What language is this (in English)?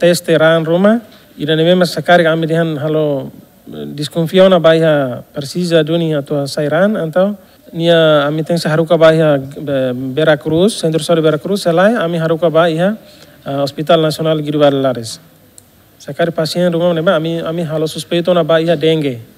Tetum